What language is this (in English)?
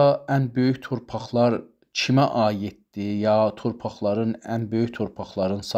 South Azerbaijani